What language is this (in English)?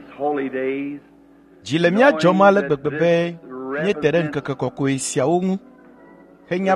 Ewe